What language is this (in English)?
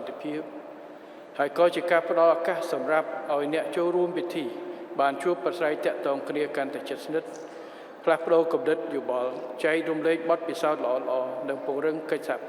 Khmer